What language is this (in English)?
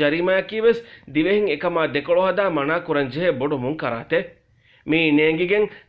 Divehi